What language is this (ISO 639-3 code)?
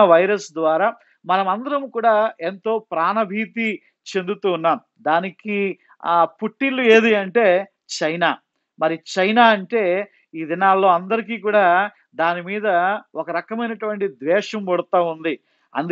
tel